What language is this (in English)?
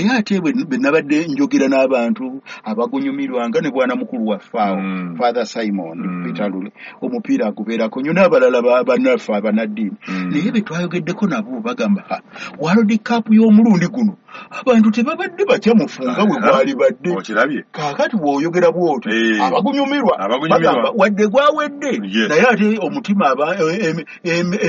Ganda